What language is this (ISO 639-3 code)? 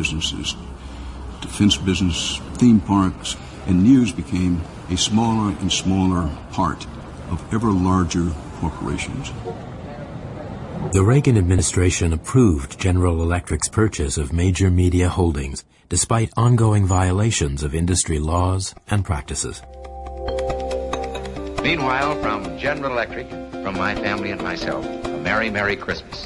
eng